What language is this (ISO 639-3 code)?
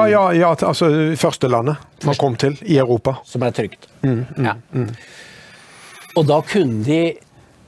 nor